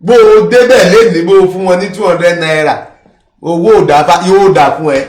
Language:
Yoruba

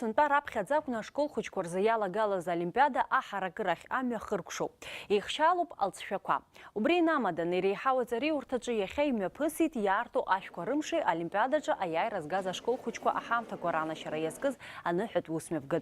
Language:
Abkhazian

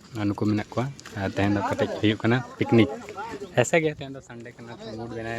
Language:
Santali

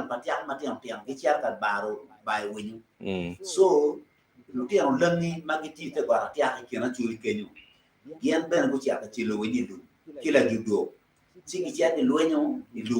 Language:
Acoli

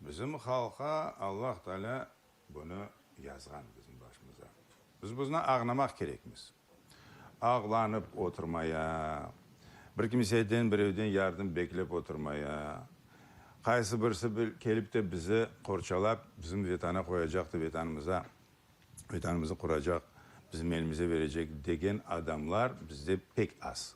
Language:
Crimean Tatar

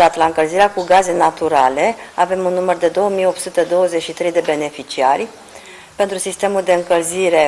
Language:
Romanian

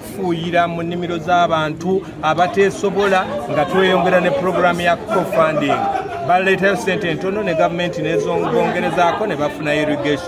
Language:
Ganda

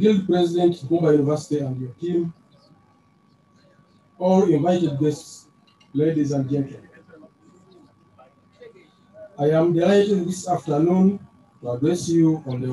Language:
English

